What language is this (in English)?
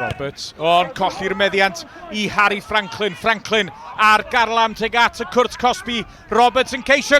Welsh